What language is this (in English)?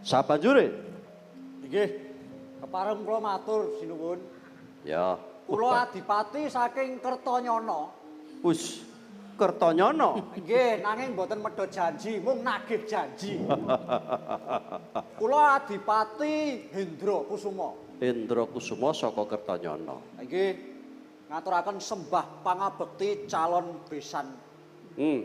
Javanese